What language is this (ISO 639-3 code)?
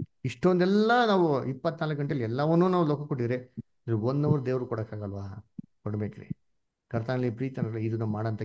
kan